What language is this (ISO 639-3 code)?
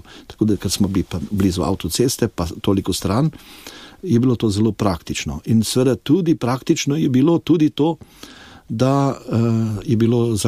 slv